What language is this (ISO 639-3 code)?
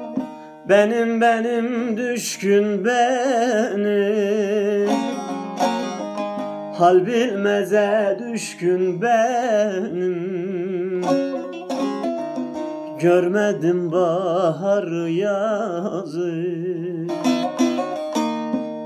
tur